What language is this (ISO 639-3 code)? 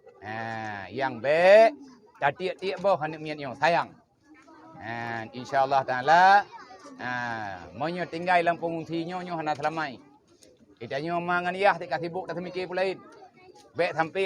ace